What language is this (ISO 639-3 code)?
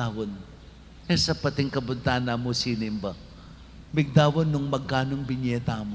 pam